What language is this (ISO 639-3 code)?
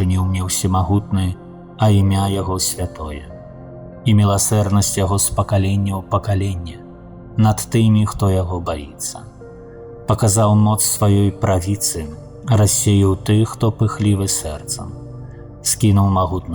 bel